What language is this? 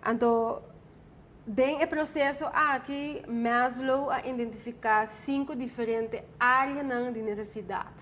Papiamento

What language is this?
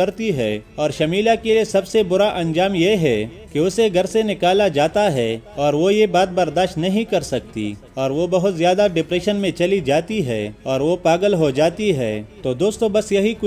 Urdu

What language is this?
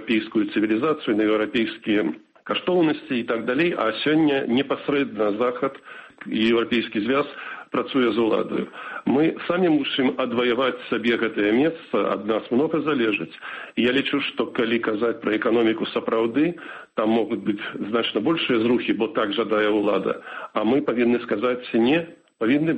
Belarusian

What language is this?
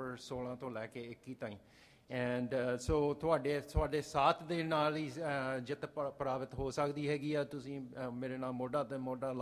Punjabi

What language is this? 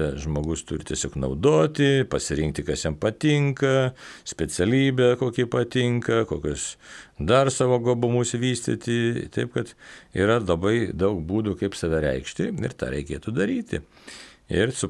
Lithuanian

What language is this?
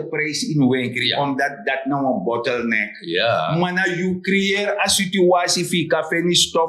Sranan Tongo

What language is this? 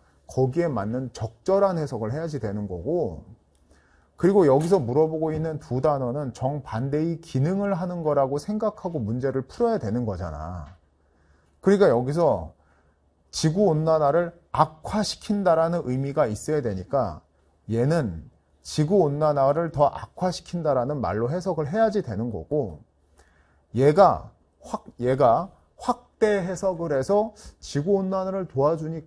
Korean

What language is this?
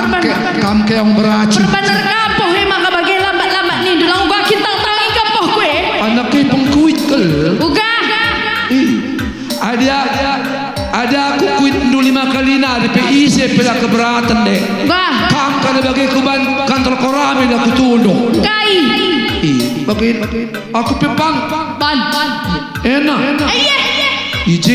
Batak Karo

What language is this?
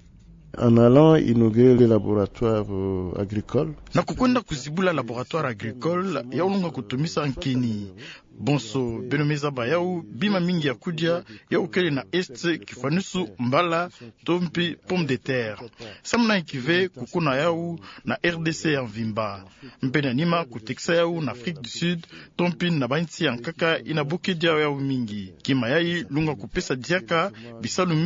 Kituba (Democratic Republic of Congo)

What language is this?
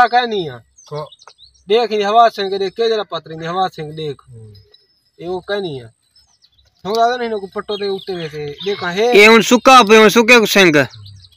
Saraiki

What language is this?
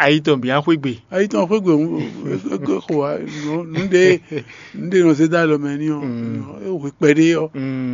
Fon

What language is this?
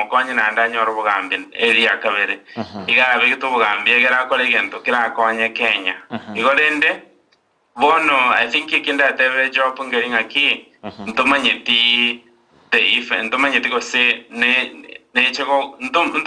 Gusii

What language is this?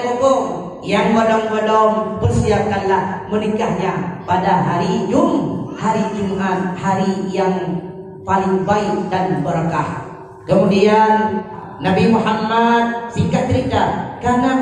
Achinese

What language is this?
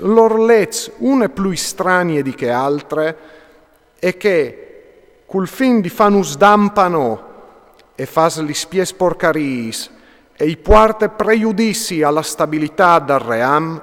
Friulian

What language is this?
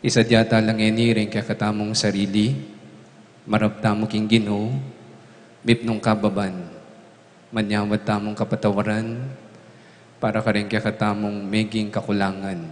Pampanga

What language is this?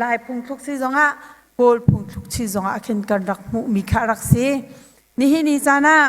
Hakha Chin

